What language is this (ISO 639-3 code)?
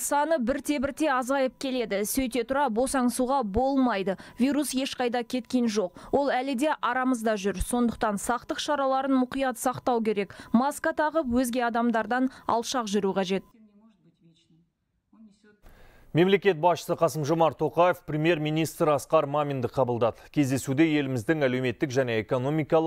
kaz